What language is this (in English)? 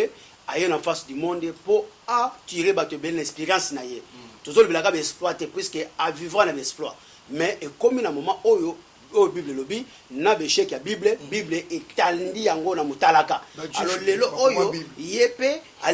Lingala